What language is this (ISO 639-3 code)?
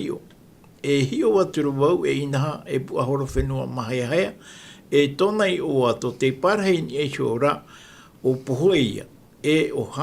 tah